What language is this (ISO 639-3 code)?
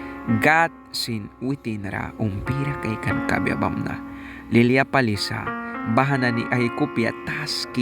miq